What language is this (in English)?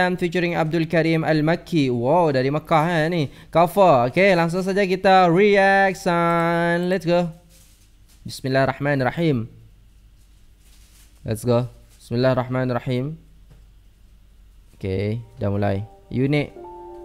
Malay